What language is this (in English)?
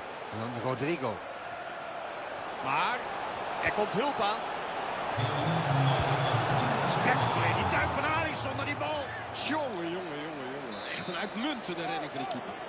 Dutch